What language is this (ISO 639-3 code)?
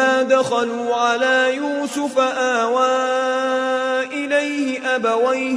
ara